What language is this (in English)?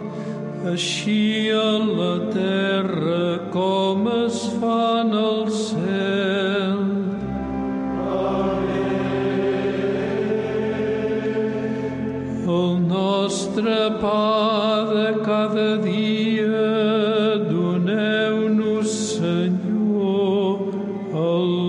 Catalan